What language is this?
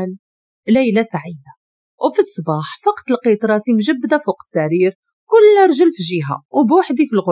Moroccan Arabic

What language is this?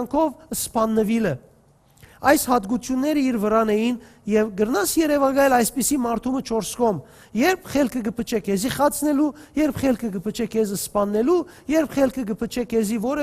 Western Armenian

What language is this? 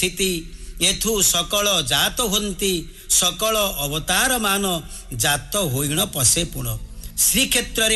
Odia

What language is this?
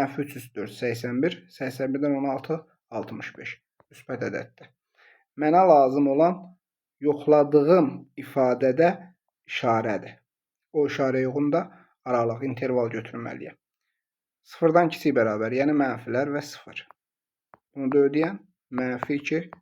Azerbaijani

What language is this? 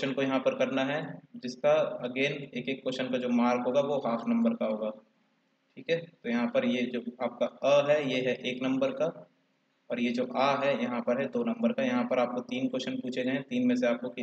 Hindi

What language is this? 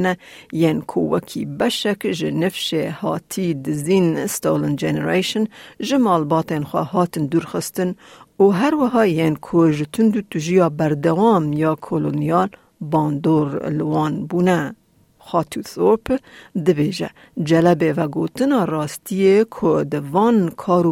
Kurdish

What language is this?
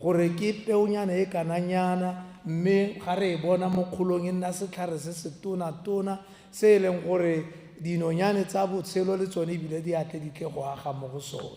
Tswana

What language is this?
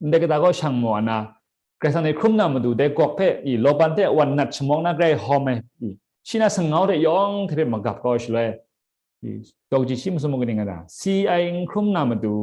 Kachin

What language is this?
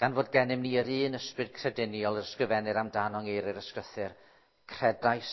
Welsh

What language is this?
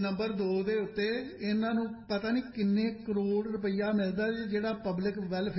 Punjabi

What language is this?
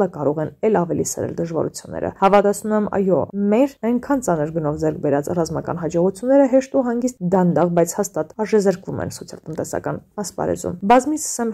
Armenian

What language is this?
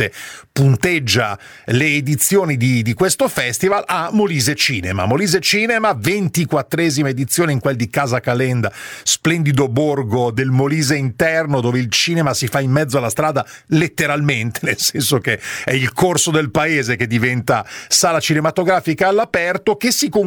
Italian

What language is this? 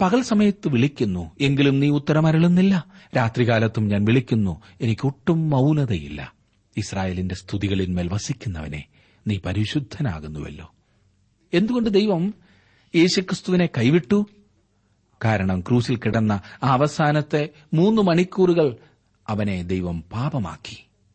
Malayalam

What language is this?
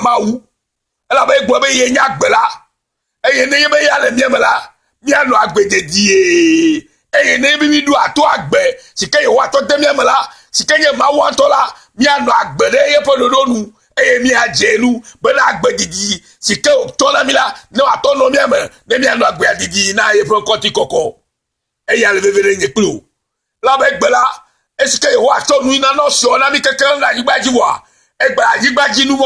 Ewe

